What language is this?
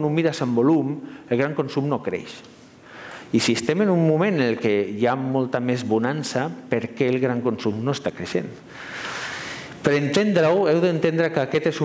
Catalan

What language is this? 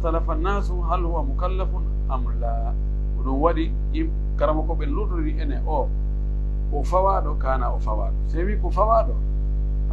Pular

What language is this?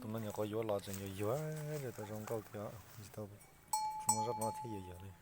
Hmong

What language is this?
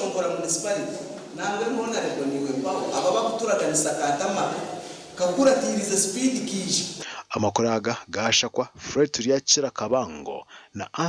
Nyankole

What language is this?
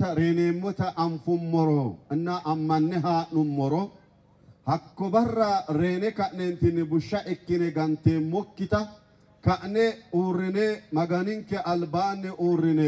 Sidamo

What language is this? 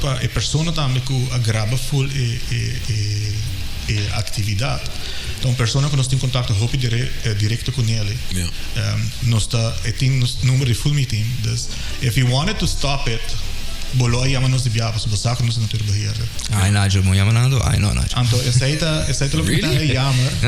Papiamento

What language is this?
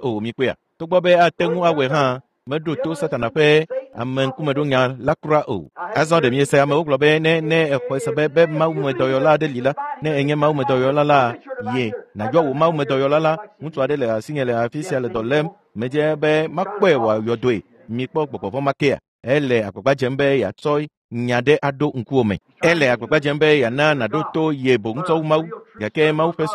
Ewe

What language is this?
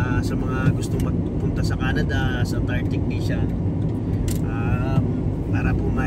Filipino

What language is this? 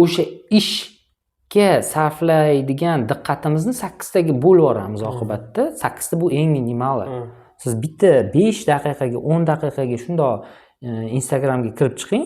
Uzbek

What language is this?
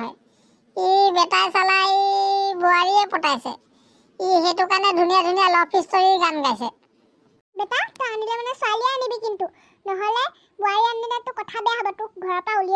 Assamese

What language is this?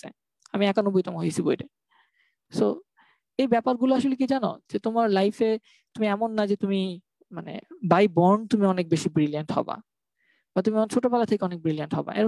Bangla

